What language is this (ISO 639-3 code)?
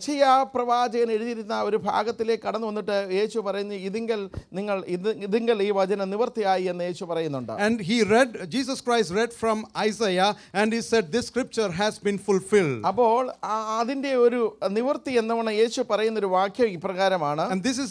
mal